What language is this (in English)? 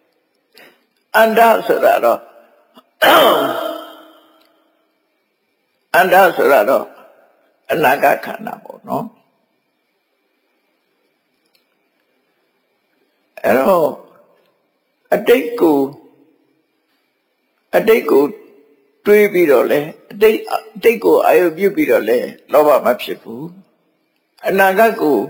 Burmese